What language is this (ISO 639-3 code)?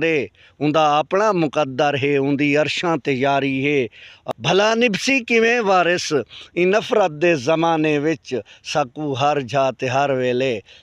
skr